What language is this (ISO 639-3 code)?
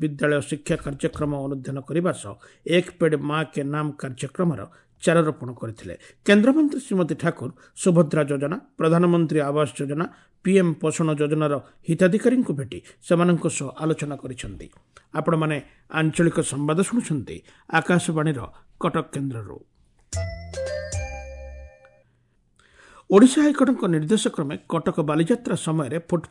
ori